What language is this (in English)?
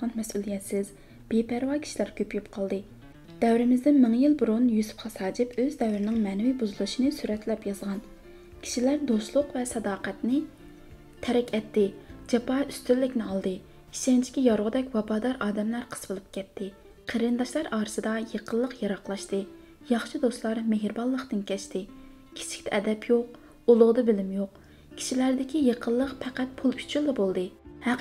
Uyghur